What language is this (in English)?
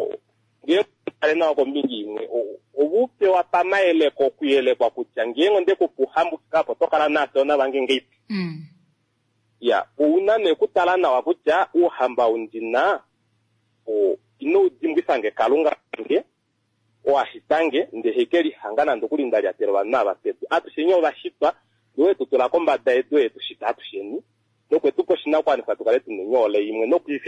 Kuanyama